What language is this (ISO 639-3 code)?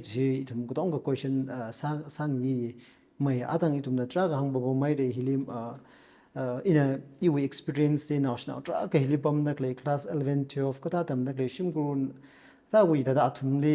nmf